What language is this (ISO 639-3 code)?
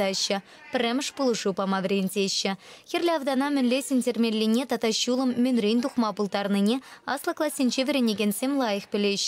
chv